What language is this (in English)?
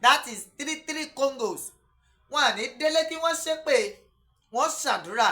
Yoruba